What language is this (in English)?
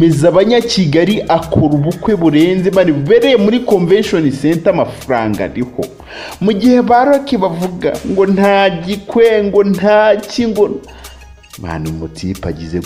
Kinyarwanda